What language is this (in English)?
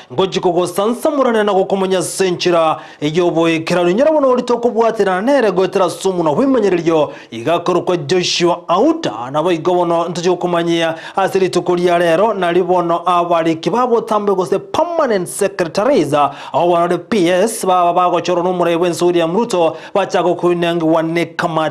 Gusii